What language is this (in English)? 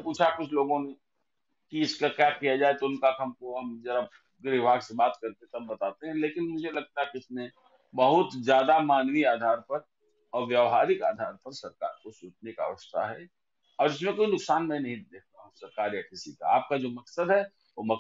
Hindi